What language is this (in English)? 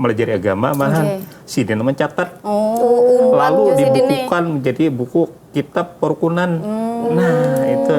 Banjar